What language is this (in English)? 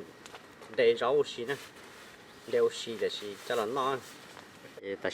Hmong